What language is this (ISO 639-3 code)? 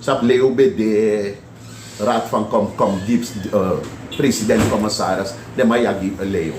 srn